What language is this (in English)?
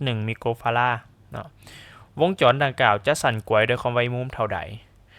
Lao